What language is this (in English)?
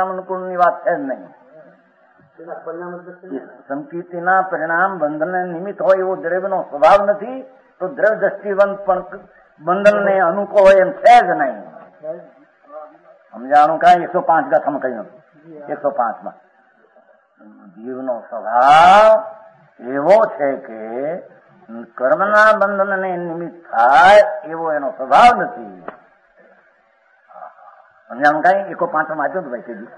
Gujarati